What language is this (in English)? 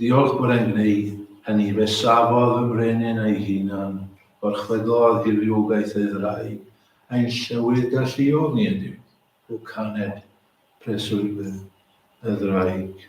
Welsh